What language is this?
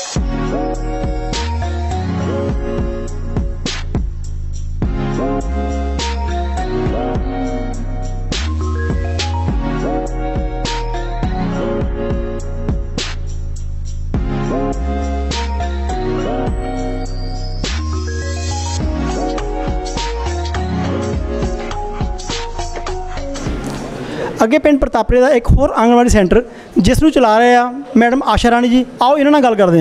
Punjabi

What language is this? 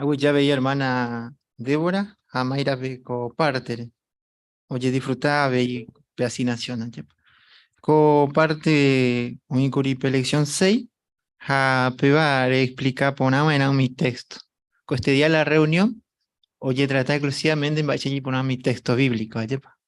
Guarani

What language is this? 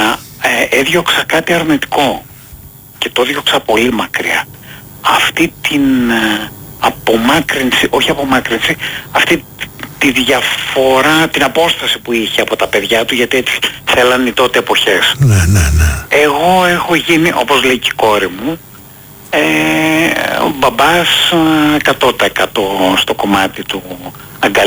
Greek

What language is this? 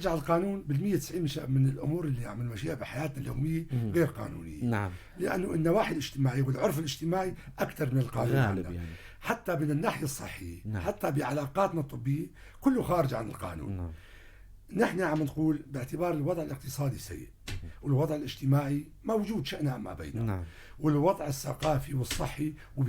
North Levantine Arabic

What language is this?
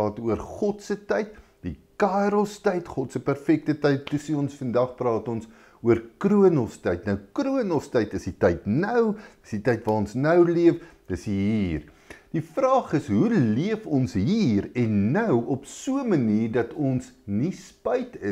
Afrikaans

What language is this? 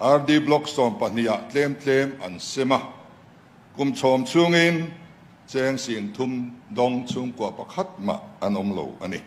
Mizo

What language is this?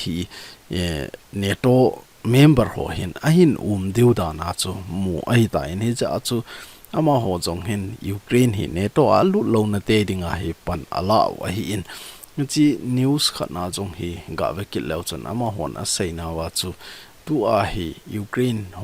Thado Chin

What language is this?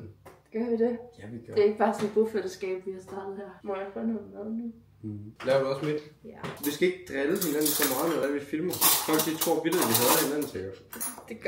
Danish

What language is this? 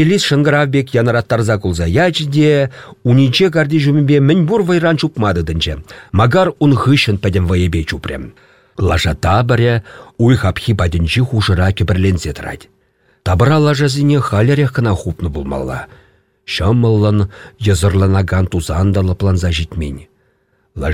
Chuvash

